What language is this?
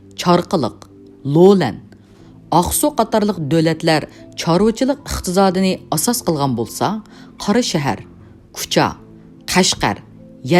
Uyghur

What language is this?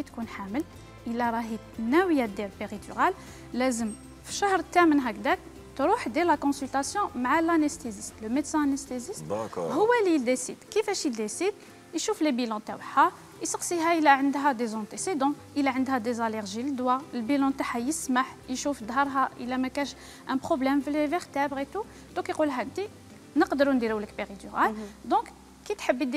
Algerian Arabic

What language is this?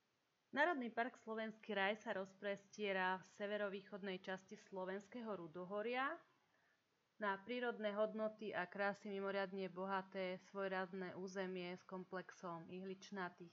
Slovak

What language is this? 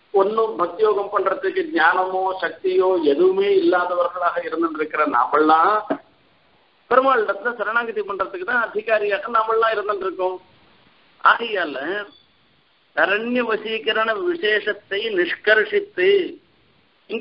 Tamil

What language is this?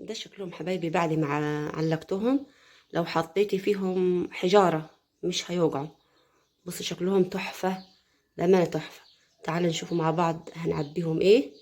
Egyptian Arabic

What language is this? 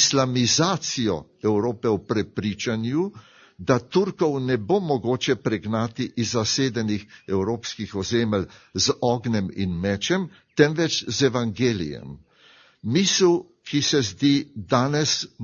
Slovenian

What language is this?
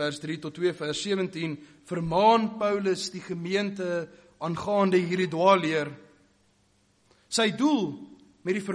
Afrikaans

